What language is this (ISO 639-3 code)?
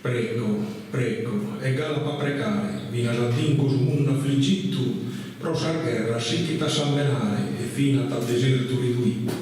srd